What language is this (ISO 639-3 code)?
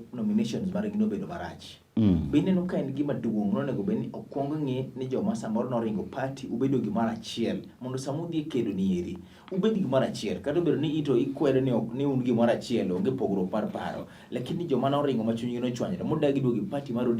luo